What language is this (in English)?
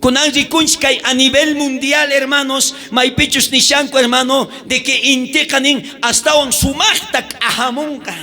South Bolivian Quechua